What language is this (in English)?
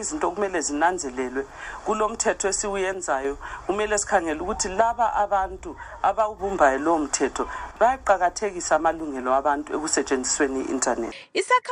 North Ndebele